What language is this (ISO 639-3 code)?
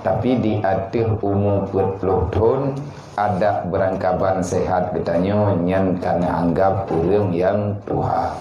ace